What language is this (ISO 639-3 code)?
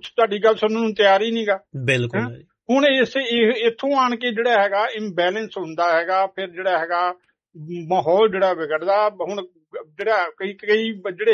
pan